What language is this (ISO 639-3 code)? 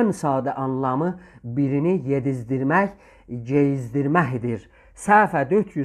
azb